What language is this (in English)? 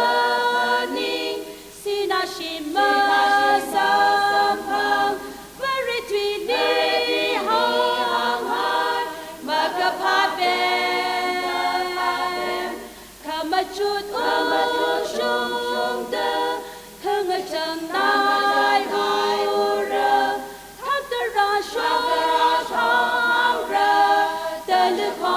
Tangkhul Naga (India)